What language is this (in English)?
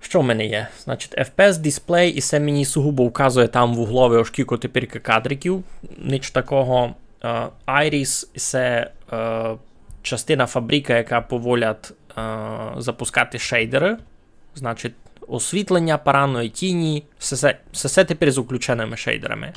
Rusyn